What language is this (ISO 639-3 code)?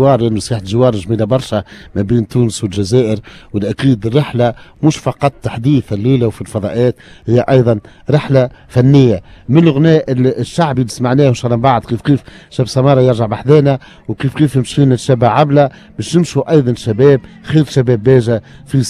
aeb